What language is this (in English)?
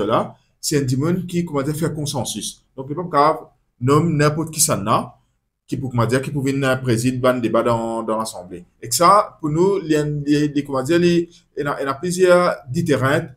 Morisyen